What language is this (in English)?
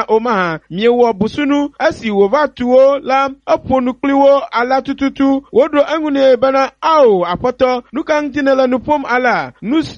Ewe